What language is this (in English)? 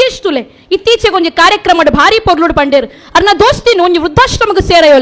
Tulu